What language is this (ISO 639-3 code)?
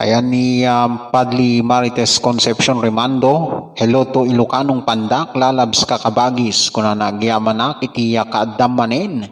ilo